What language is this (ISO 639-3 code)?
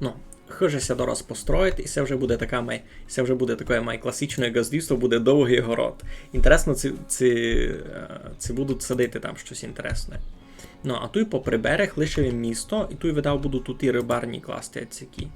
rue